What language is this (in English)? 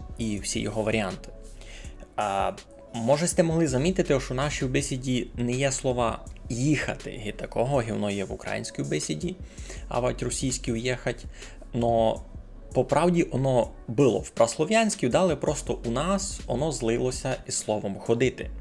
Rusyn